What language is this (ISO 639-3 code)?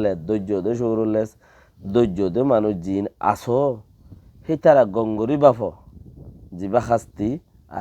rhg